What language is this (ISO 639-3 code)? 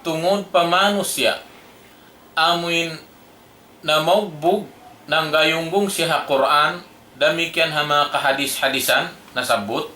tsg